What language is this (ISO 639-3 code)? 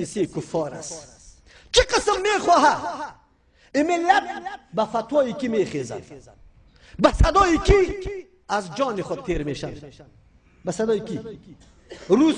fas